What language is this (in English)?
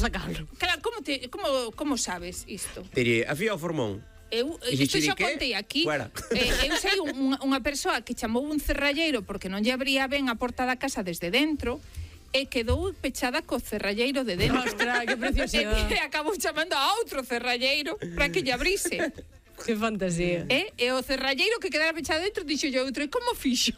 Galician